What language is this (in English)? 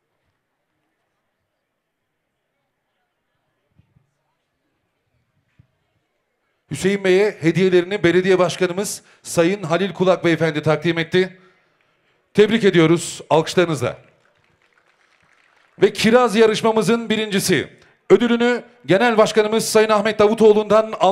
Turkish